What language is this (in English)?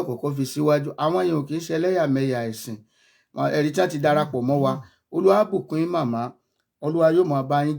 Yoruba